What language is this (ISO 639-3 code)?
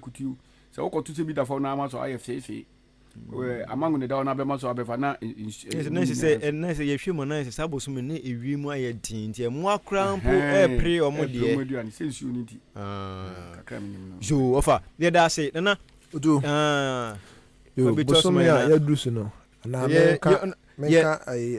aka